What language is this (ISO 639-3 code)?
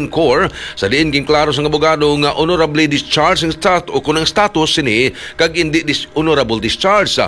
hil